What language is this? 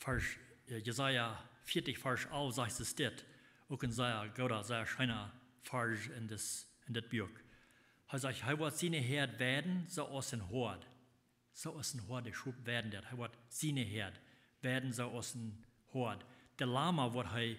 Plautdietsch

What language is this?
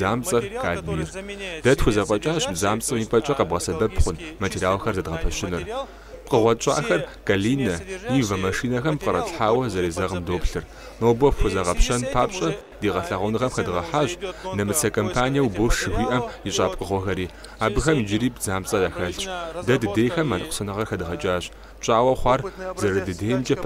Kabardian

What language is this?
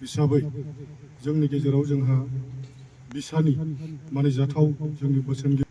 Bodo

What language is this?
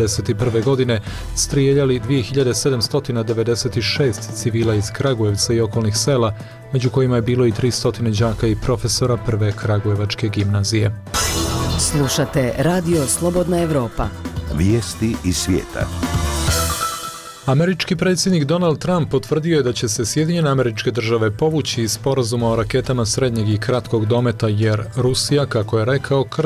Bosnian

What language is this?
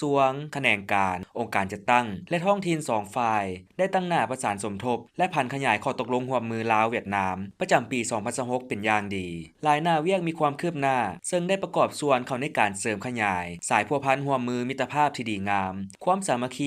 Lao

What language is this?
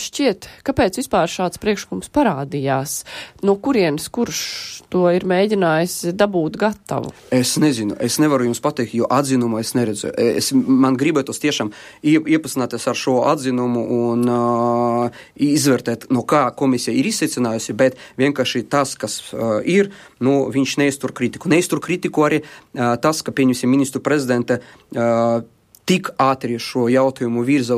Latvian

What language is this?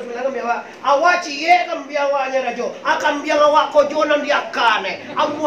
Minangkabau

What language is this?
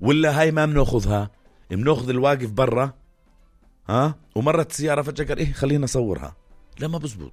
North Levantine Arabic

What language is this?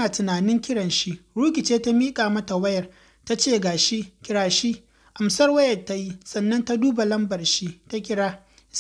Hausa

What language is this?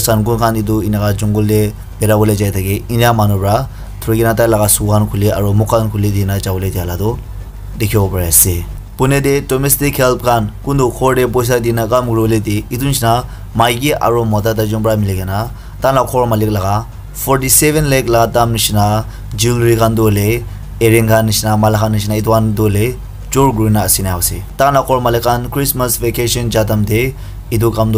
Naga Pidgin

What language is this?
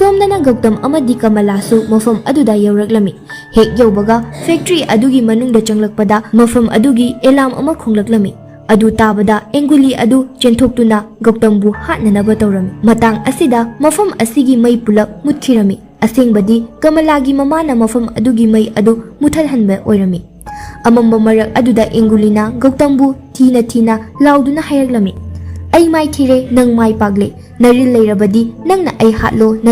Manipuri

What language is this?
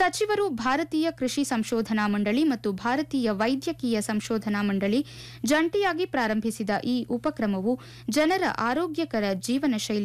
Kannada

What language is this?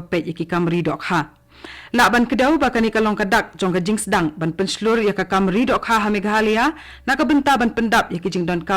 Khasi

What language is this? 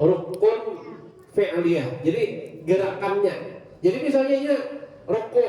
Banjar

